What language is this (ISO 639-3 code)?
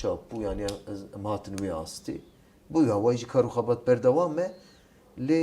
kur